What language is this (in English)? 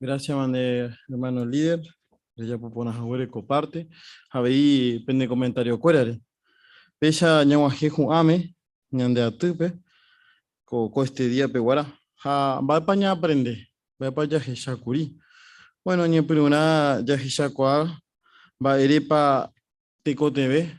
Guarani